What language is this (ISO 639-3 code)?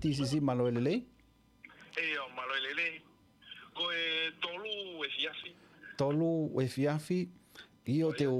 ton